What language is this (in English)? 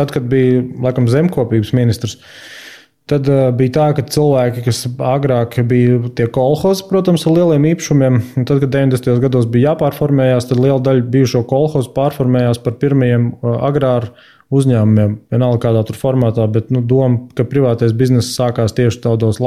Latvian